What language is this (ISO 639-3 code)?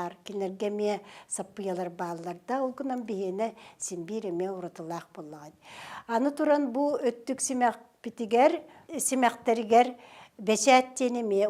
sah